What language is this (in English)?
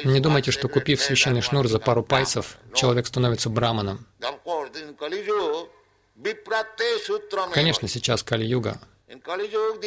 Russian